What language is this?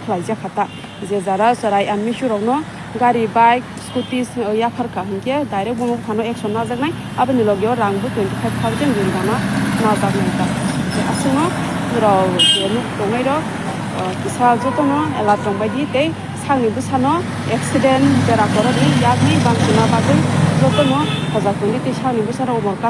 Kok Borok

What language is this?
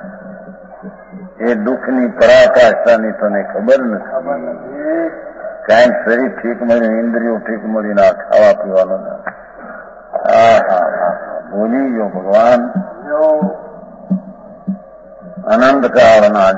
Gujarati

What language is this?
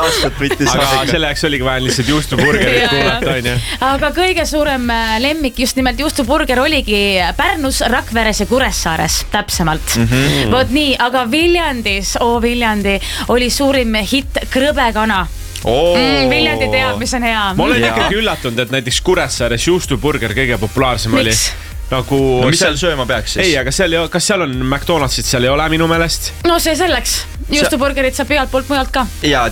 Estonian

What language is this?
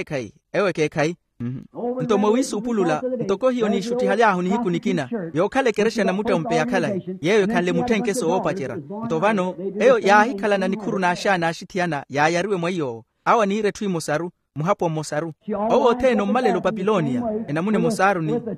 Makhuwa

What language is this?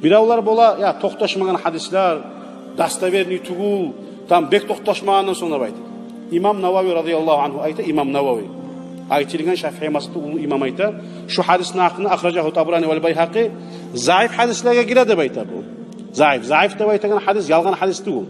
Kumyk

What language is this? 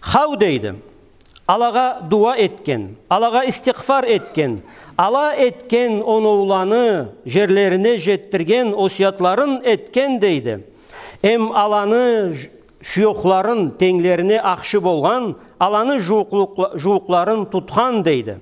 Karachay-Balkar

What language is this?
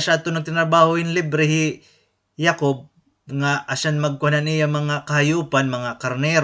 Waray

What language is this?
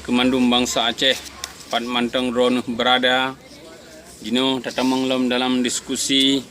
Achinese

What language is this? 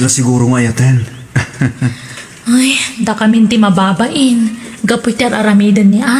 Iloko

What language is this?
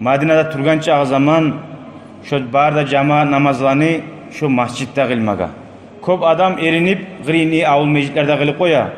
Kumyk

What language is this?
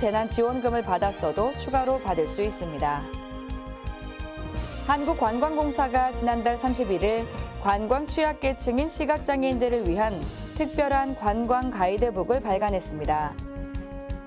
Korean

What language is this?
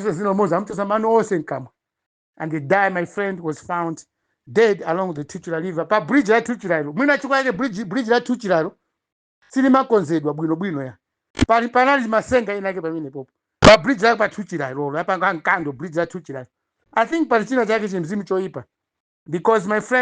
Nyanja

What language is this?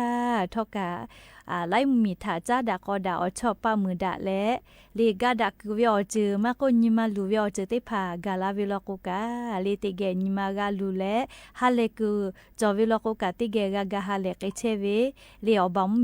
Lahu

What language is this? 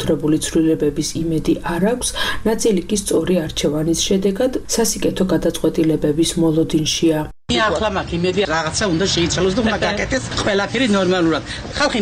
Georgian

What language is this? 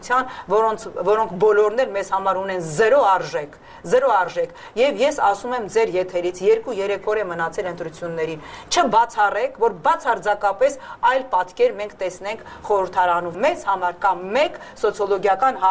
Armenian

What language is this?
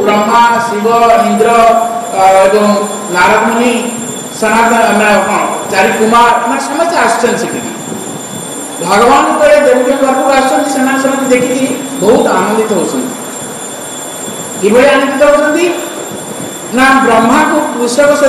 Odia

